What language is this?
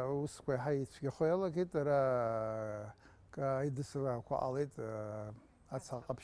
Abkhazian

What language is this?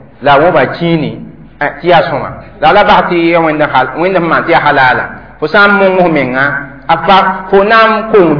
Mossi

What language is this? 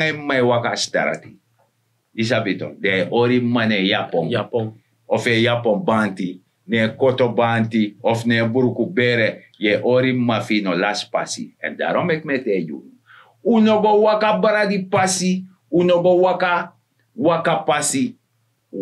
Sranan Tongo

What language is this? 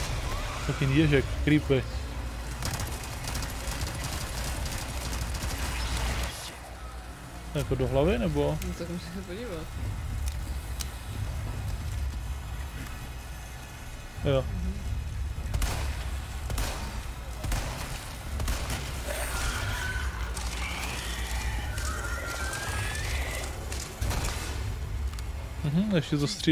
Czech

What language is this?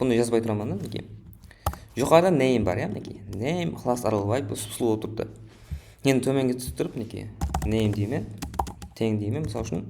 Kara-Kalpak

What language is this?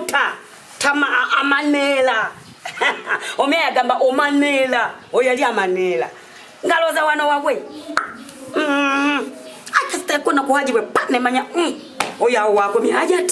Ganda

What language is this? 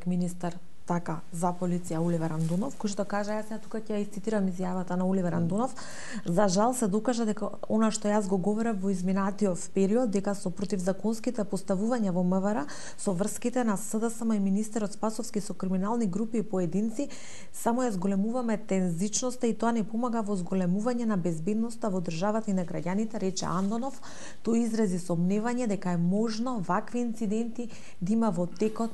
Macedonian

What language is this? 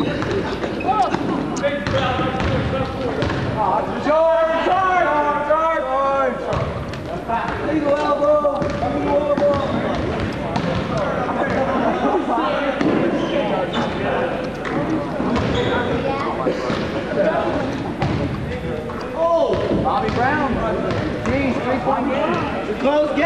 English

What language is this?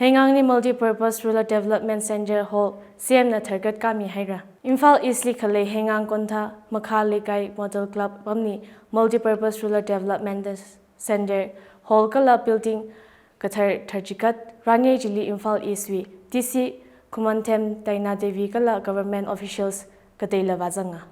Tangkhul Naga (India)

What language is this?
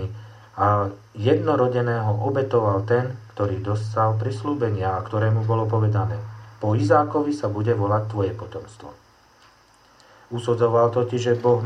Slovak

